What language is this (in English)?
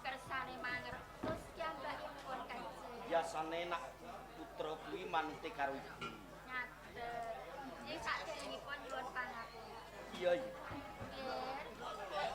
Javanese